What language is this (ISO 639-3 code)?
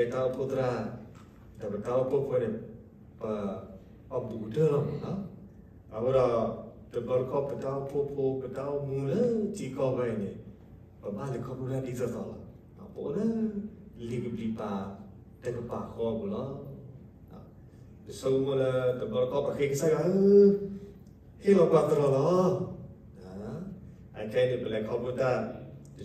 ksw